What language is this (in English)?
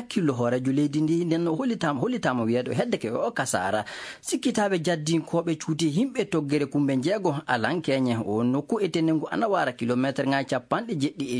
Fula